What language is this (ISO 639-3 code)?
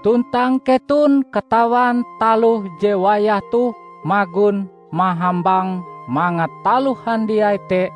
nij